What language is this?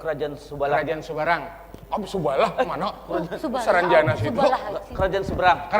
Banjar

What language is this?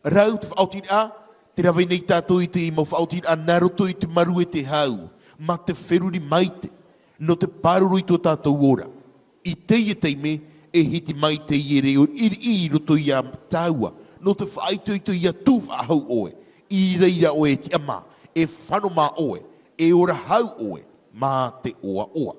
Tahitian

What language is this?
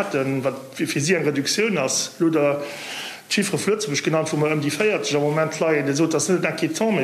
Luxembourgish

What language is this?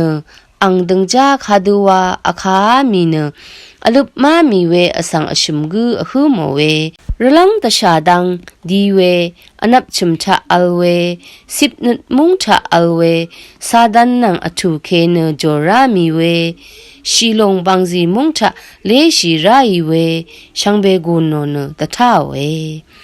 Rawang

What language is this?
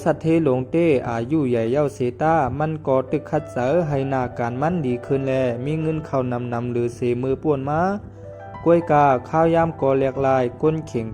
Shan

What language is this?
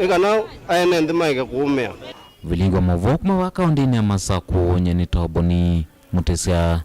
Kamba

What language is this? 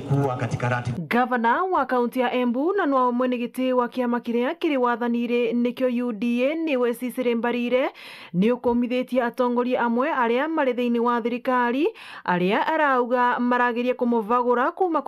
Meru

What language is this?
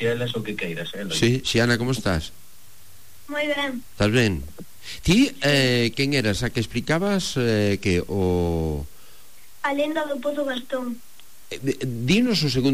Galician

